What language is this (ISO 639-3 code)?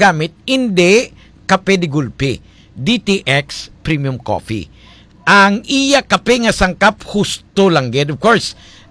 hil